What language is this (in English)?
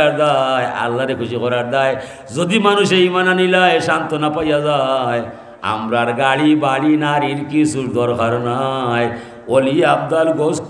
Sylheti